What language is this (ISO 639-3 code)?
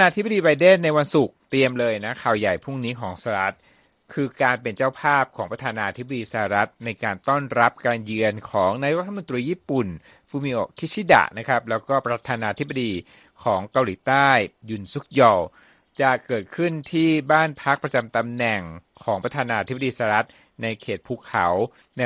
tha